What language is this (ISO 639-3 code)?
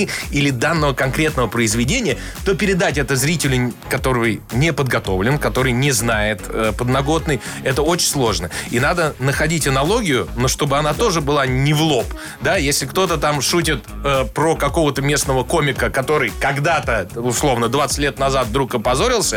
rus